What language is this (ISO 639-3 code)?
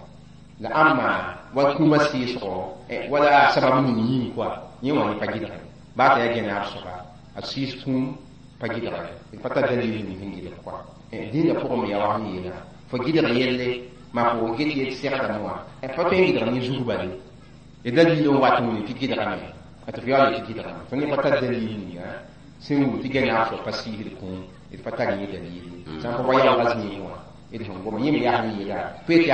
mos